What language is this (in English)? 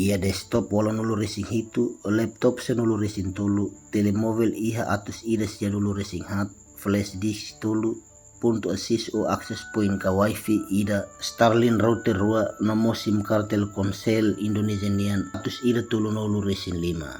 Tetum